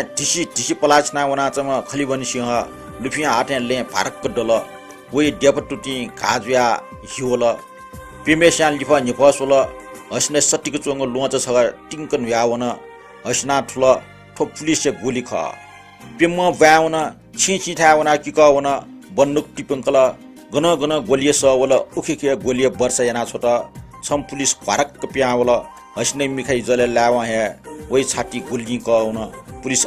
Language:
Newari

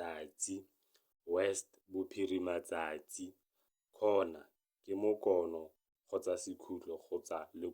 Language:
Tswana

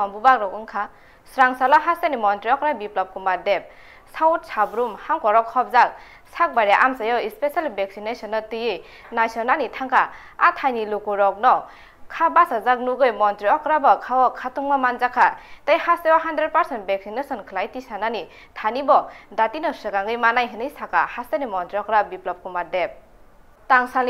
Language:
Kok Borok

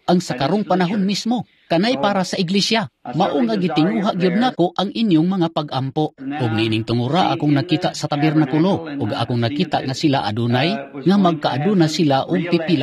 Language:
Cebuano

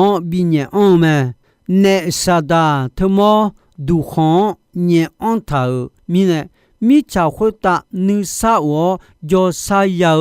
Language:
Akha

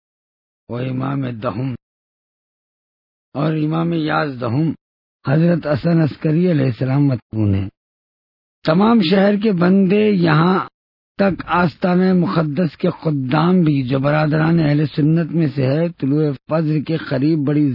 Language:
Urdu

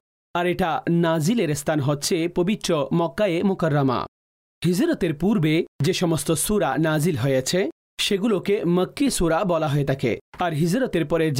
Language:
Bangla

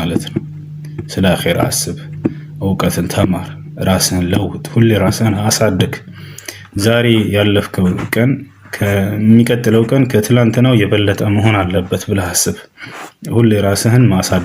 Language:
Amharic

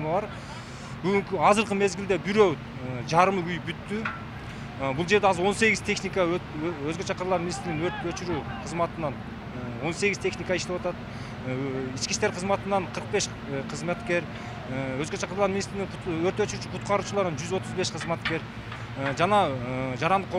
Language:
Kyrgyz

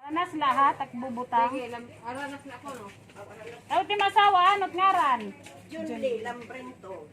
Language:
Waray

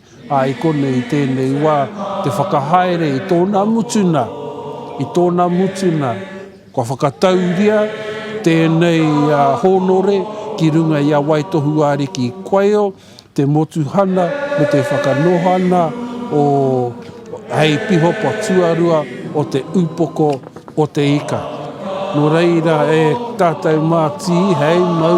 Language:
Māori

